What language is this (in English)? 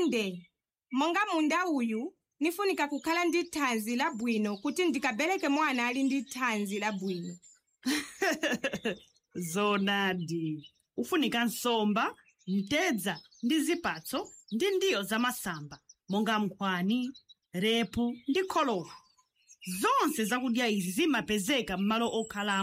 Nyanja